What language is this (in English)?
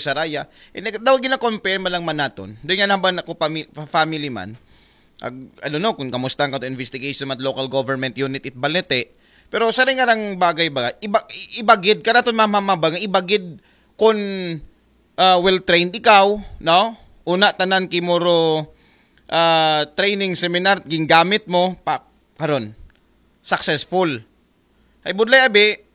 Aklanon